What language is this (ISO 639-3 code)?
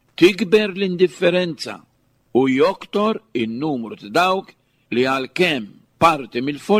mlt